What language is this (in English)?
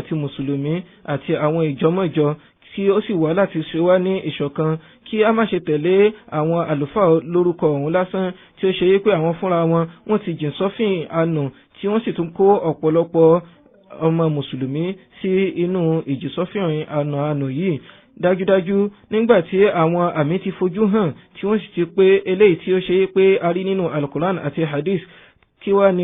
Yoruba